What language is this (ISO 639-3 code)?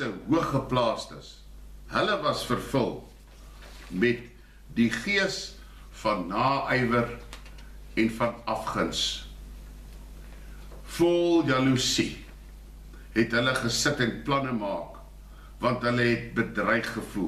afr